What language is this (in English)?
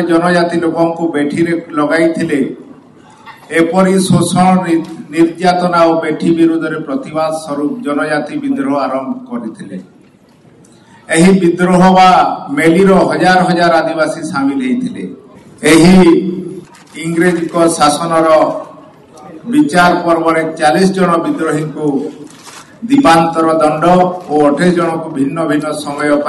Odia